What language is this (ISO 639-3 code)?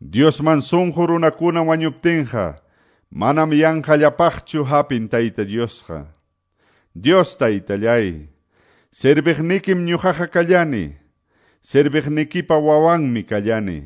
que